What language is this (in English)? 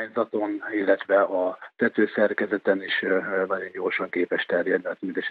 Hungarian